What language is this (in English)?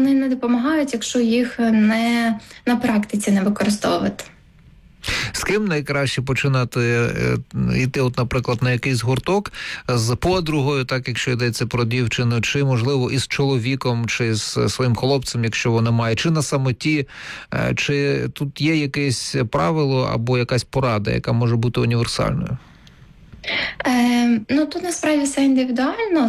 Ukrainian